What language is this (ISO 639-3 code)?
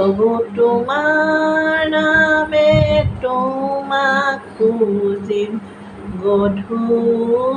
asm